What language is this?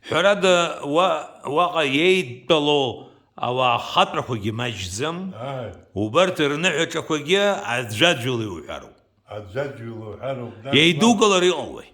Abkhazian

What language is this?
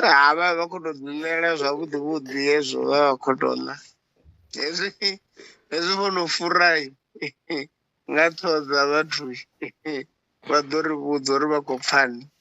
Venda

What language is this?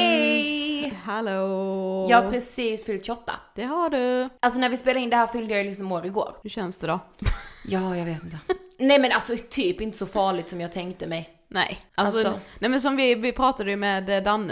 Swedish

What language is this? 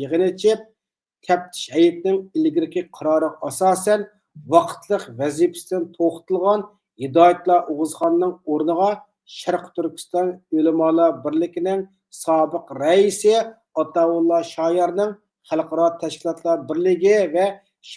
Uyghur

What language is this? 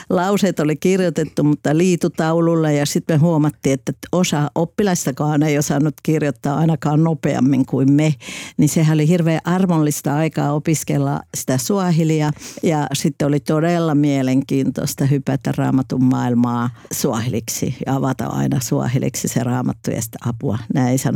Finnish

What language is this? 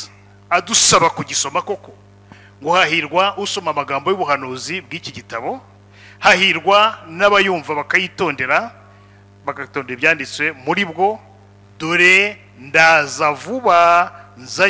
Kinyarwanda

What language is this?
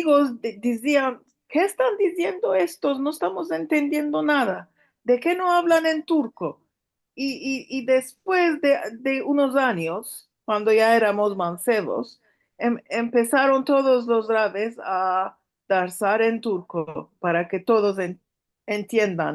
Ladino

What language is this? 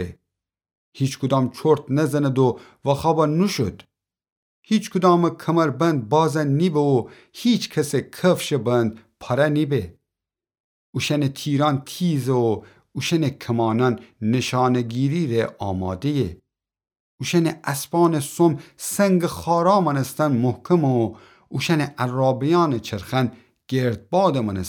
Gilaki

